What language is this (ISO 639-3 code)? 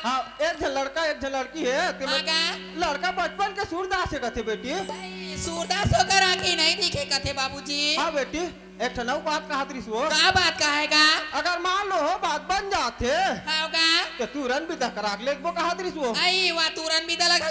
hne